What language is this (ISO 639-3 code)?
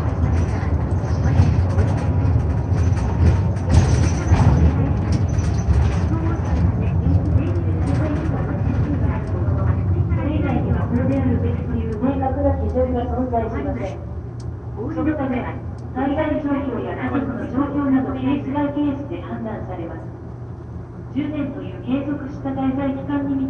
jpn